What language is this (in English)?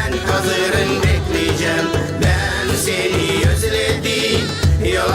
Gagauz